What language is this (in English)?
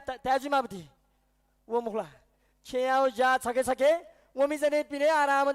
Newari